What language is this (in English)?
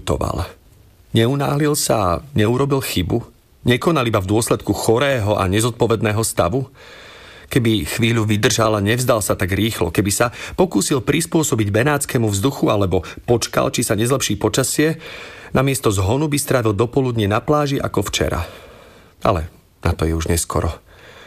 Slovak